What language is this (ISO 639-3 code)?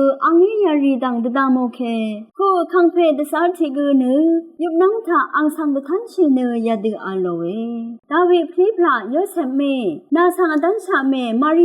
raw